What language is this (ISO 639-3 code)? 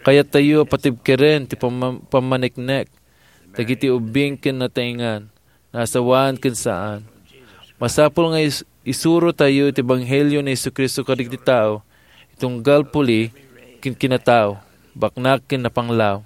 ilo